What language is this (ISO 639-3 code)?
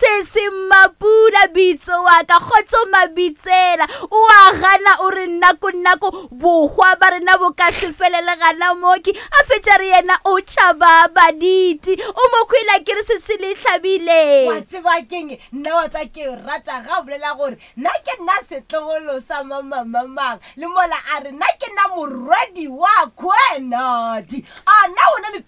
nso